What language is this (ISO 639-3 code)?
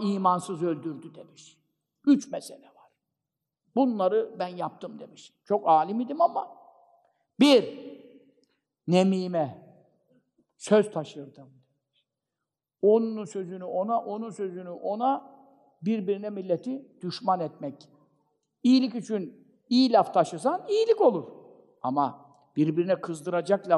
tur